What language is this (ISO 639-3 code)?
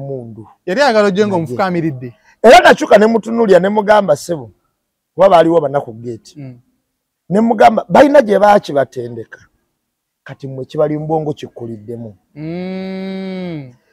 lug